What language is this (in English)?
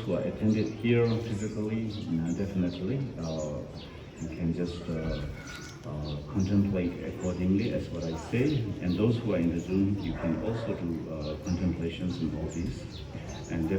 Tibetan